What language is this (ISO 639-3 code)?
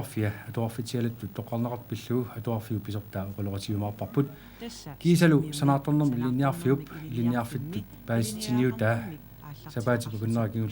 kal